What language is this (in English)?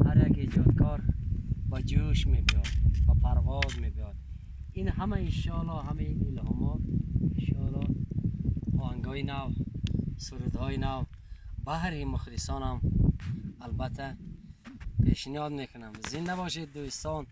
Tajik